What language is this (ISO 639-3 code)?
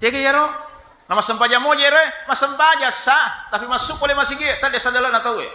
bug